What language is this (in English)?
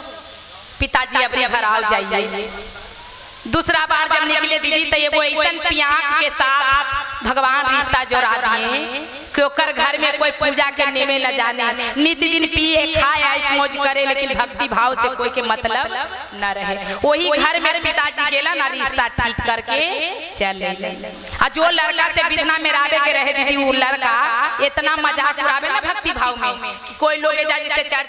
Magahi